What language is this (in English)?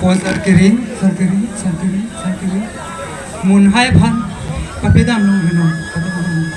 Karbi